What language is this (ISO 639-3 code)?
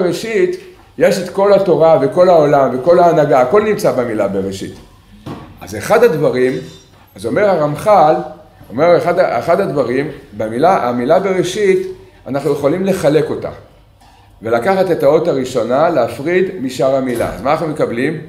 heb